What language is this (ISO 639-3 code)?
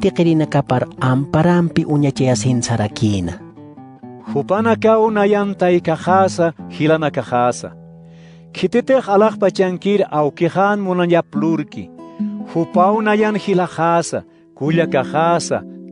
aym